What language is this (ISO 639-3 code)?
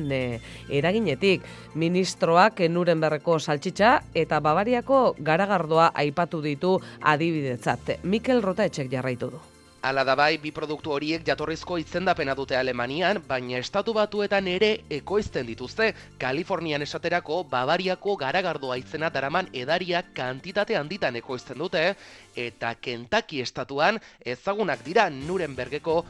eus